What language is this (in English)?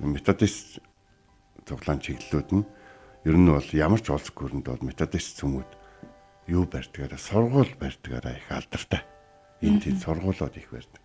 Mongolian